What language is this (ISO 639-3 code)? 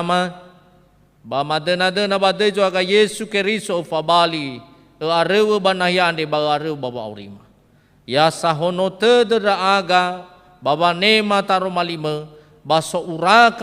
nia